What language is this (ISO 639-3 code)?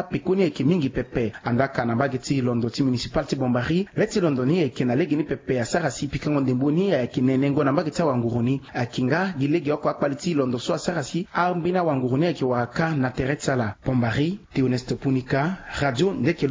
sag